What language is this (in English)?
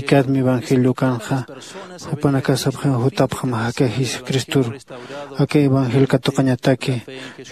Aymara